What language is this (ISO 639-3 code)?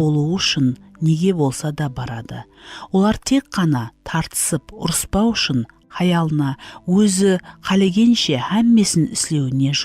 kaa